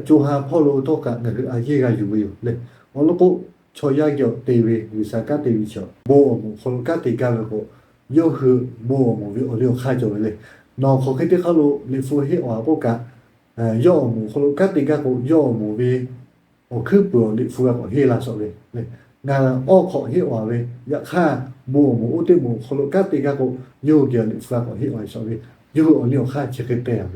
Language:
Lahu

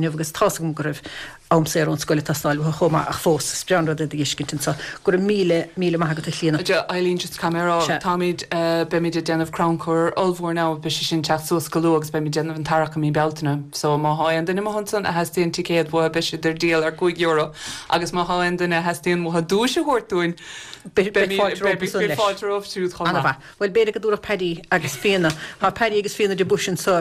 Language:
Irish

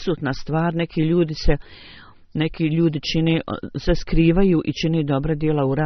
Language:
Bosnian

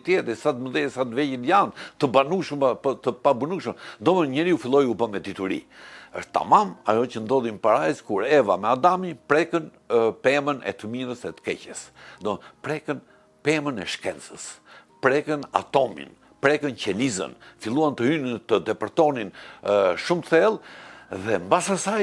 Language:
Albanian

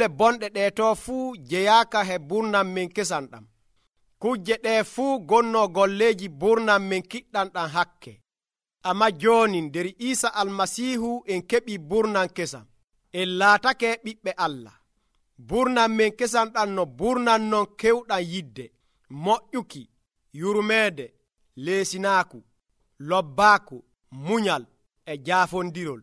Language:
Nigerian Fulfulde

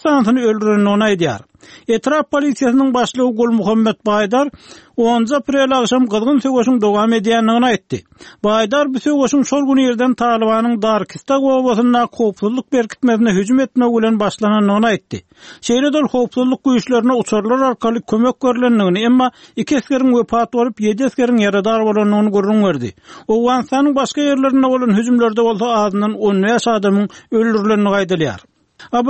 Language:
Turkmen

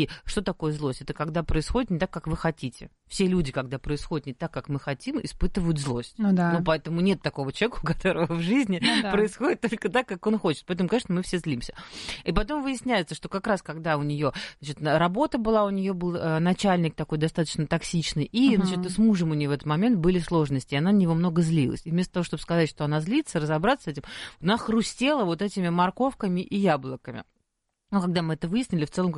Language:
Russian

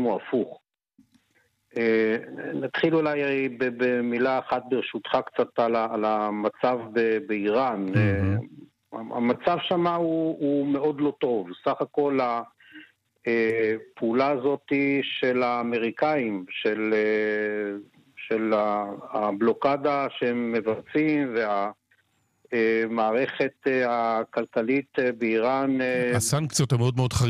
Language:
Hebrew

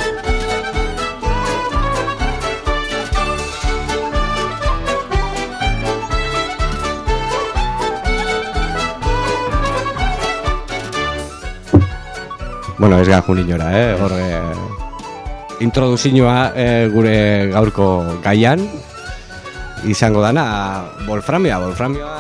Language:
Basque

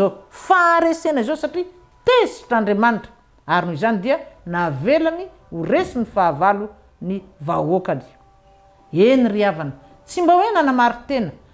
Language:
Malagasy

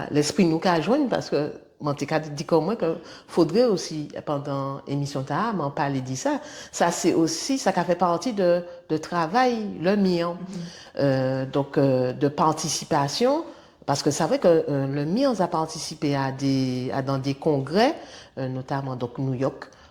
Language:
Guadeloupean Creole French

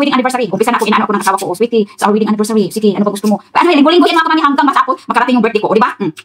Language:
Filipino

